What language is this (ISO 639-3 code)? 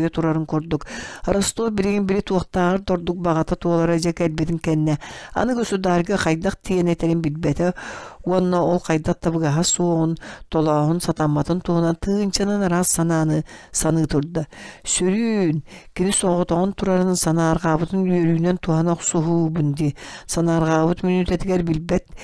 sah